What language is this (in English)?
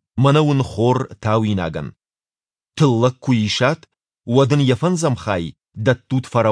Ossetic